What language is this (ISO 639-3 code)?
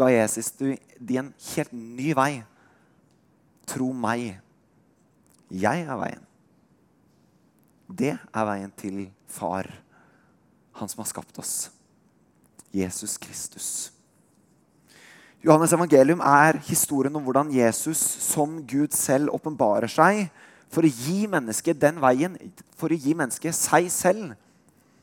nor